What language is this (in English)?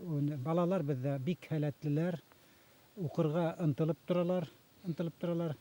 Bashkir